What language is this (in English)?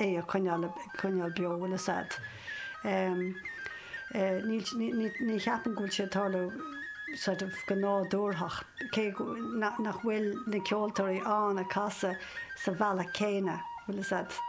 Irish